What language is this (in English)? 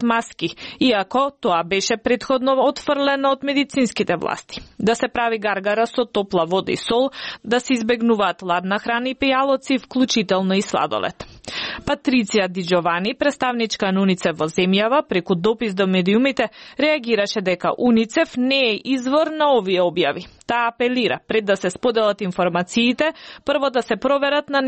Macedonian